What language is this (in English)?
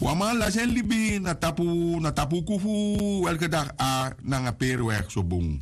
Sranan Tongo